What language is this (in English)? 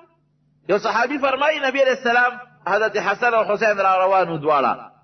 Pashto